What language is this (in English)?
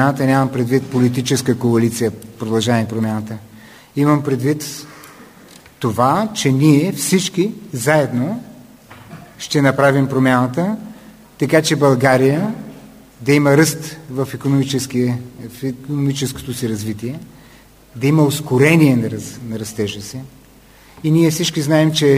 Bulgarian